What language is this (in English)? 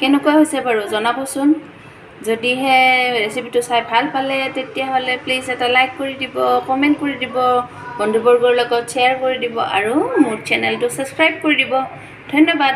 Assamese